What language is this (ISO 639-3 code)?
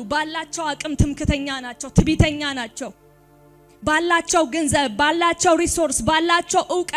amh